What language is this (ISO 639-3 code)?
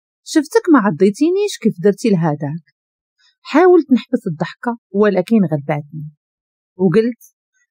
ary